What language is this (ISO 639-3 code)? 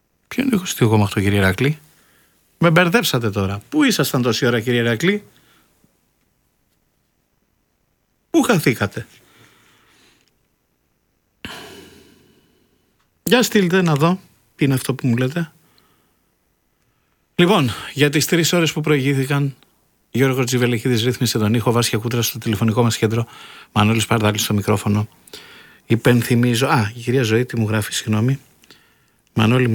ell